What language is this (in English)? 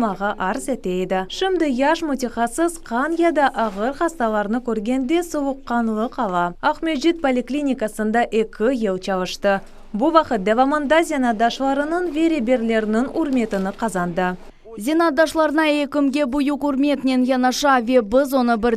Crimean Tatar